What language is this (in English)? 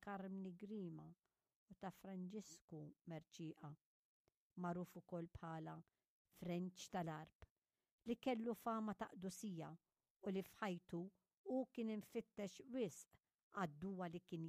Maltese